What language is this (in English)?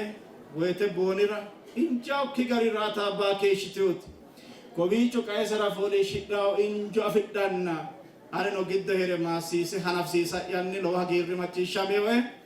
Sidamo